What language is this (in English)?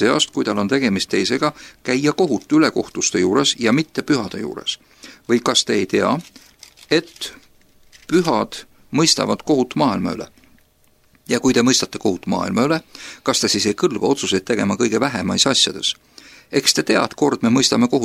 Estonian